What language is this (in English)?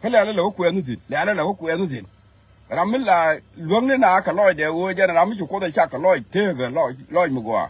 Nuer